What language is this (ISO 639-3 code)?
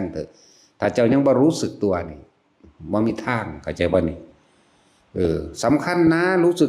tts